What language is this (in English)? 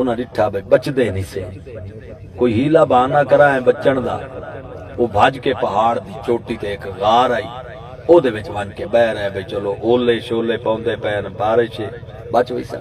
Saraiki